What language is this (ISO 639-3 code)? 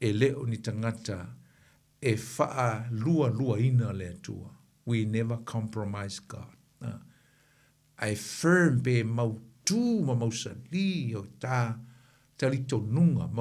smo